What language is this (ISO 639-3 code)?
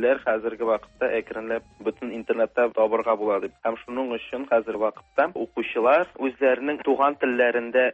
tat